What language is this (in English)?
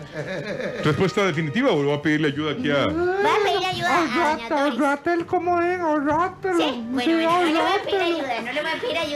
Spanish